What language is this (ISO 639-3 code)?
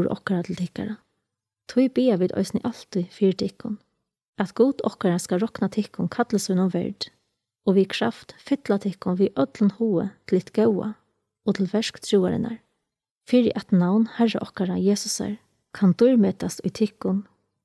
fao